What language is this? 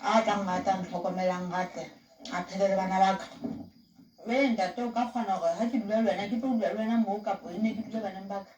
Southern Sotho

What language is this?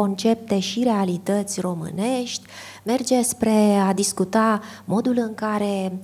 Romanian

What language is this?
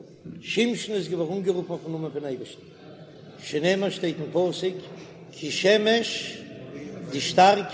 Yiddish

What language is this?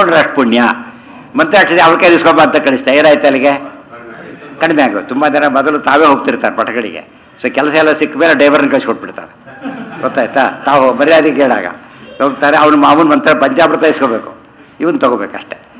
Kannada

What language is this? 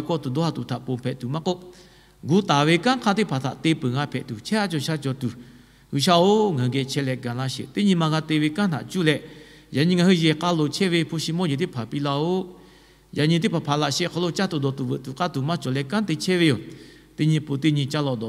Lahu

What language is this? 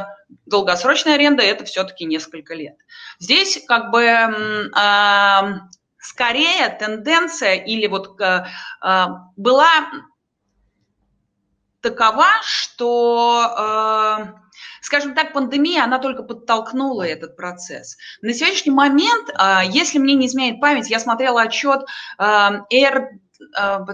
Russian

